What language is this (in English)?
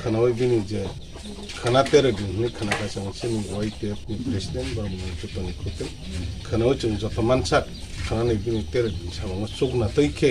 Kok Borok